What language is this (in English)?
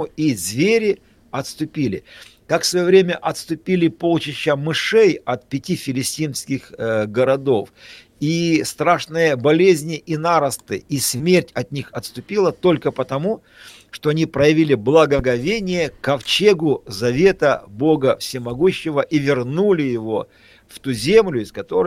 Russian